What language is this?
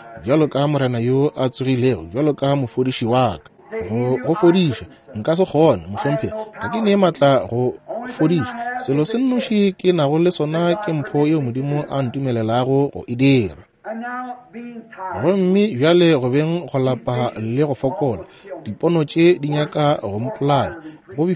Northern Sotho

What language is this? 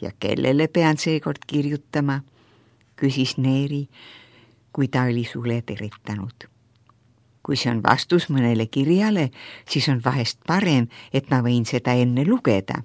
Estonian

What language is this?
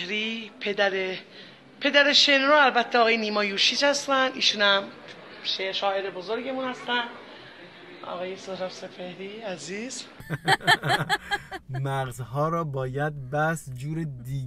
Persian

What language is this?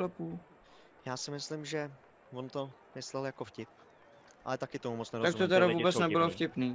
Czech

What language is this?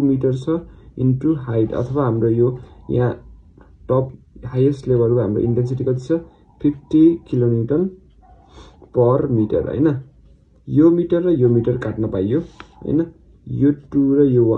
Nepali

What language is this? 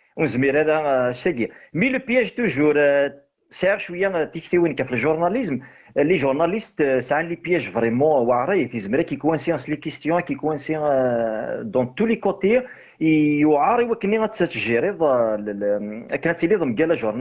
Kabyle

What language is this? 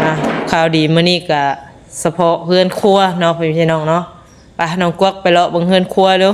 Lao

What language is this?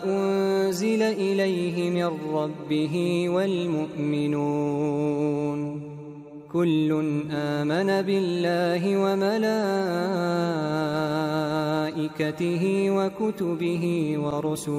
Arabic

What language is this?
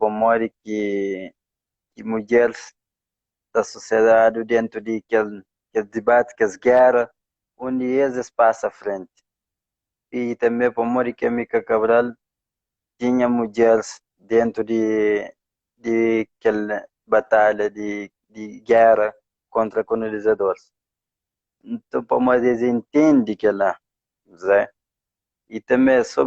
Kabuverdianu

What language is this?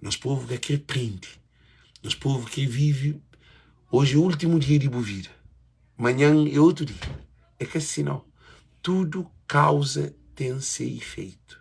Kabuverdianu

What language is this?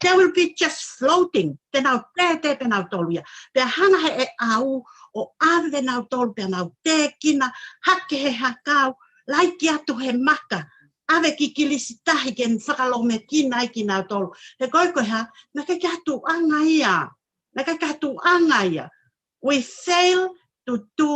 Tongan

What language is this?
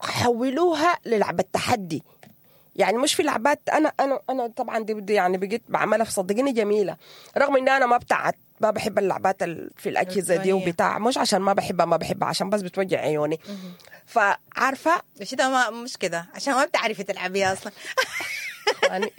Sudanese Arabic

